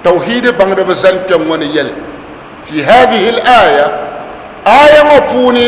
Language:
Dagbani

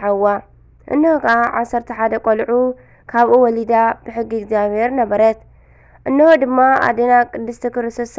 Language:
Tigrinya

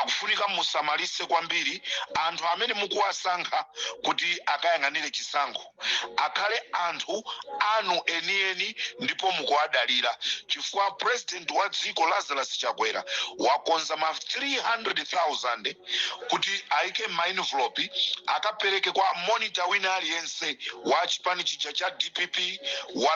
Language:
Nyanja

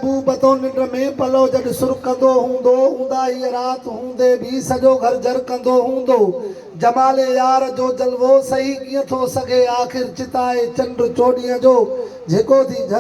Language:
Sindhi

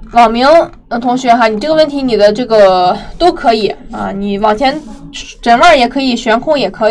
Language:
Chinese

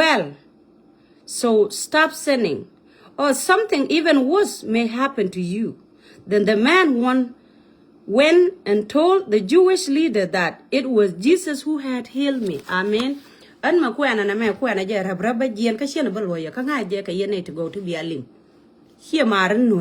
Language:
Nuer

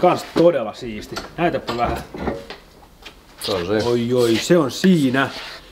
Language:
Finnish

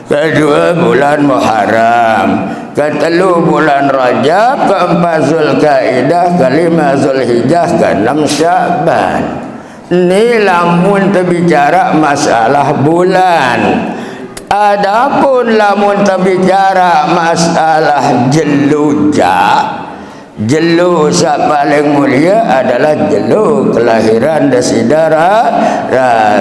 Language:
Sasak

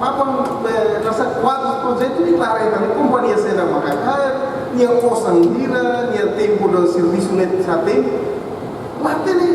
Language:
Tetum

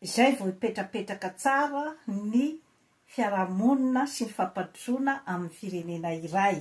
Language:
Malagasy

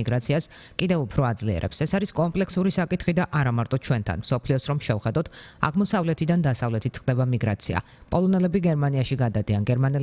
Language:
Georgian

